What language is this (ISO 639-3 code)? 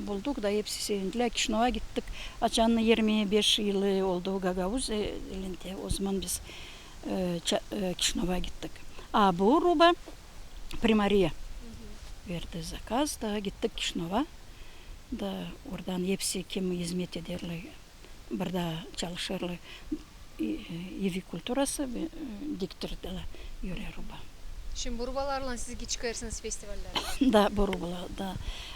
gag